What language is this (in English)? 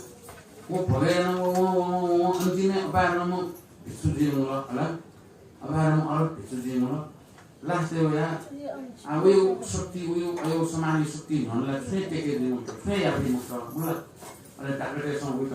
Newari